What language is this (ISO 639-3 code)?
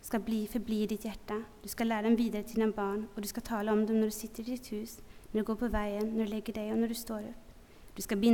nor